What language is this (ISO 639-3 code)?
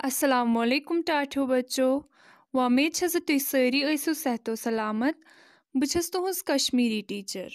kas